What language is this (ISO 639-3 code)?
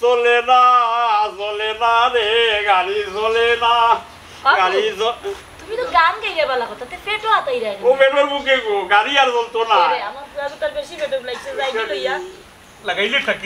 syl